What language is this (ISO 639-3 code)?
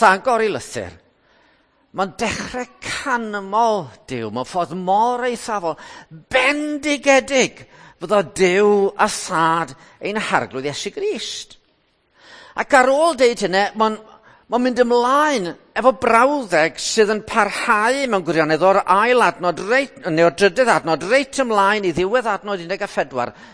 cym